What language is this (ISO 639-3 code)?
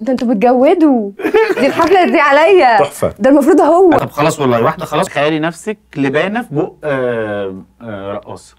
arz